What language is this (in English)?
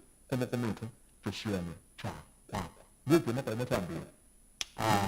Kamba